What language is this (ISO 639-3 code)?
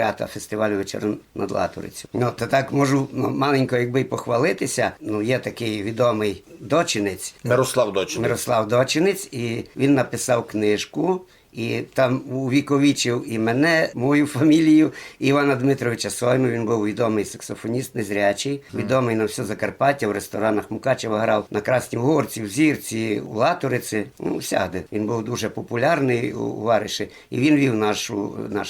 rue